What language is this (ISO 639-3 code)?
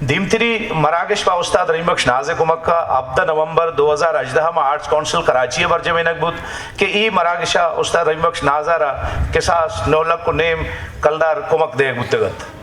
bal